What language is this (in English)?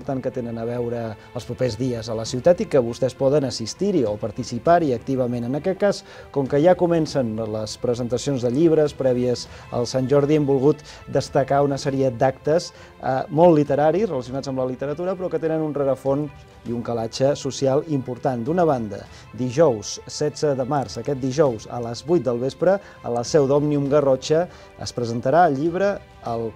Catalan